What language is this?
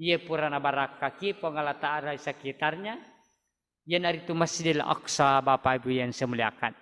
Buginese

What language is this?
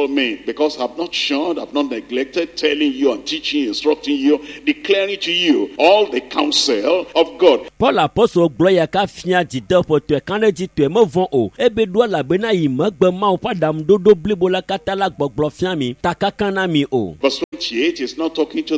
Ewe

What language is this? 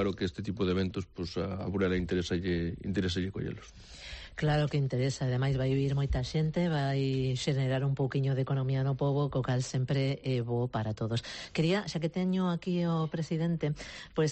Galician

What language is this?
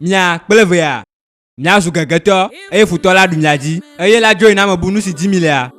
Ewe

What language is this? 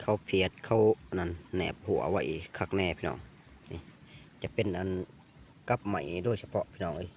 Lao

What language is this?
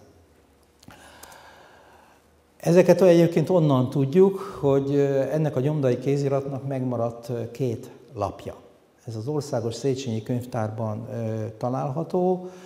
Hungarian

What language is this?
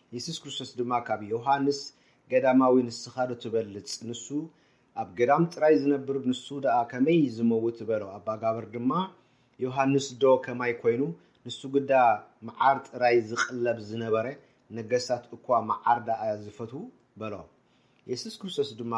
Tigrinya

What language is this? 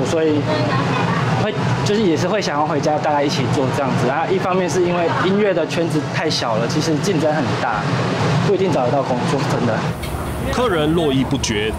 Chinese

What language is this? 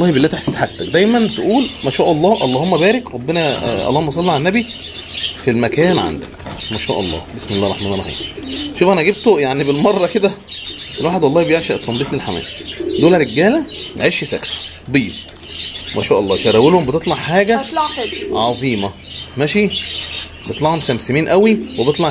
Egyptian Arabic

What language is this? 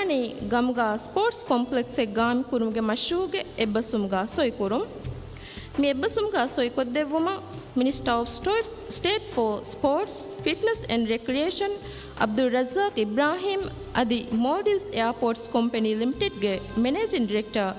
Divehi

